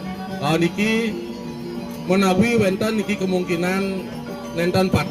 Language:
Balinese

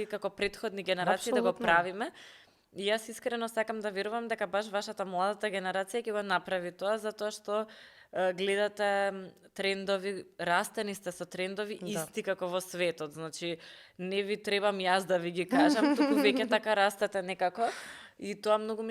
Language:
Macedonian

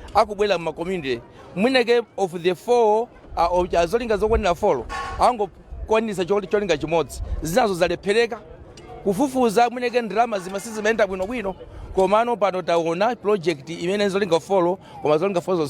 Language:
Nyanja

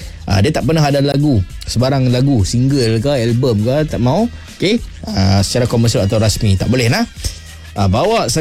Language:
Malay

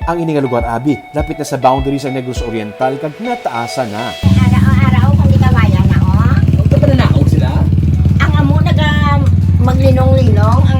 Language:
Hiligaynon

